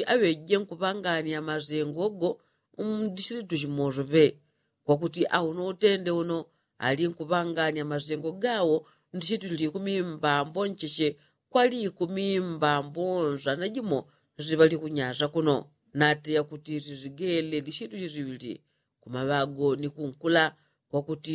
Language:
Yao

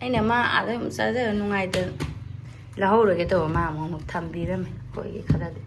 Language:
Manipuri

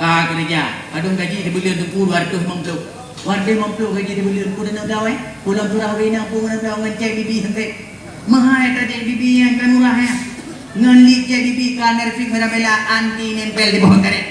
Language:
Achinese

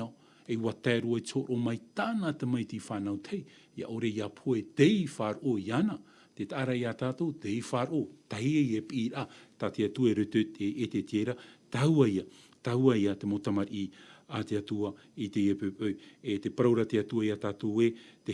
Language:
Tahitian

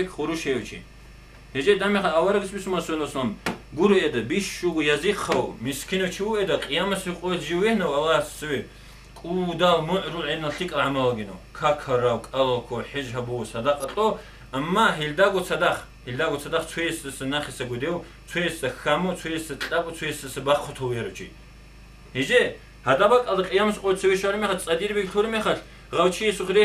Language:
Avaric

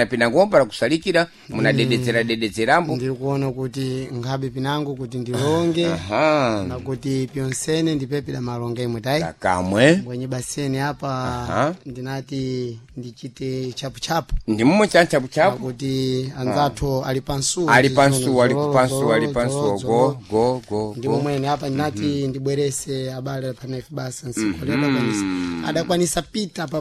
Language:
Sena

